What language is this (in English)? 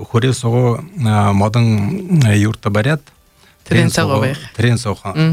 Buriat